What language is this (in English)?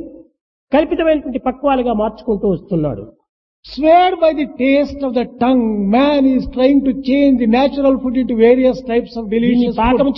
Telugu